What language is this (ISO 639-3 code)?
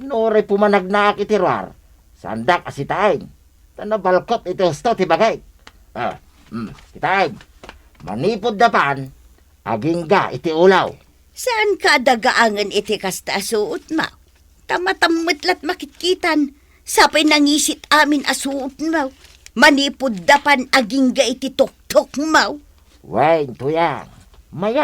ilo